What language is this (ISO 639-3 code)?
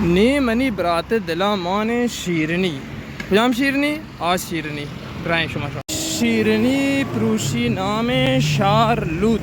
bal